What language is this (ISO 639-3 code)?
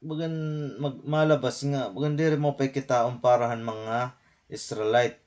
war